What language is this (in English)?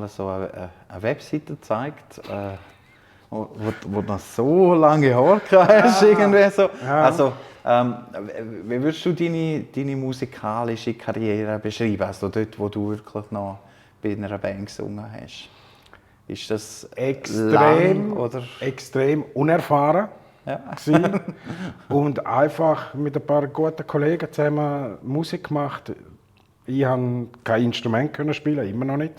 Swiss German